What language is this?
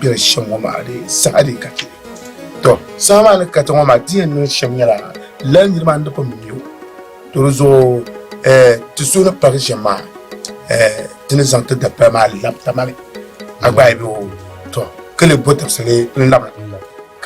Dagbani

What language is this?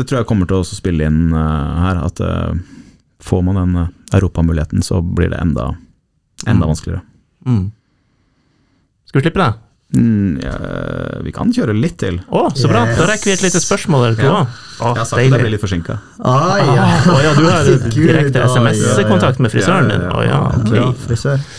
Norwegian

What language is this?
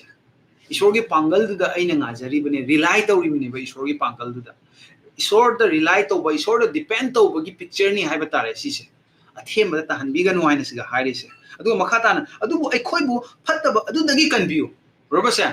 Manipuri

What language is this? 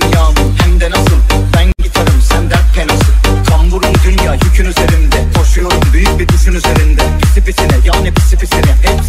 Turkish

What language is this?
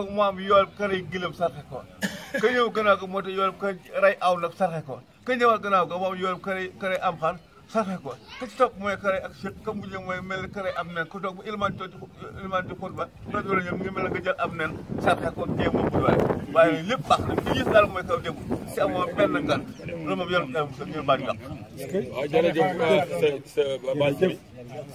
Wolof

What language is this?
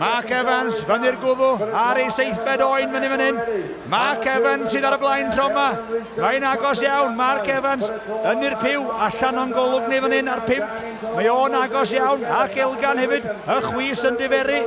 Welsh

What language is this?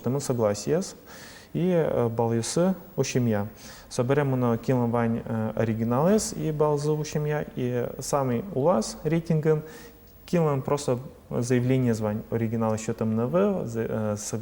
Udmurt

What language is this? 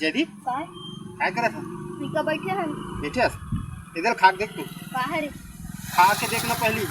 Chhattisgarhi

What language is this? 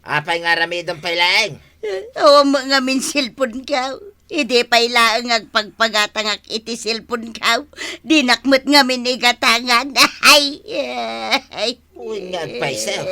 Iloko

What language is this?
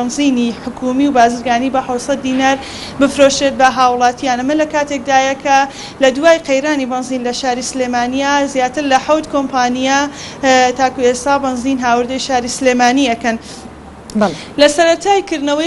Central Kurdish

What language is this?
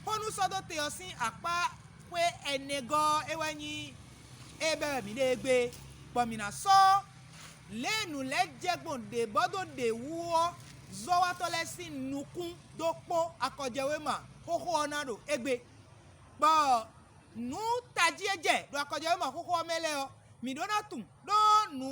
Fon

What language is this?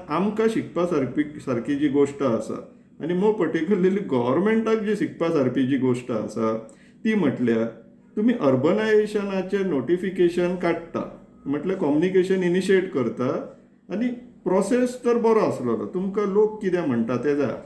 Konkani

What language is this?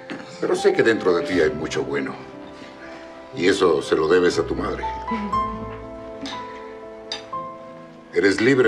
Spanish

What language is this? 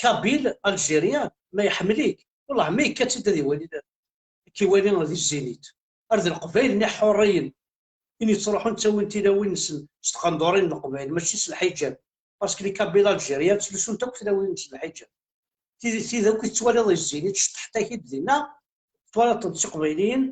Kabyle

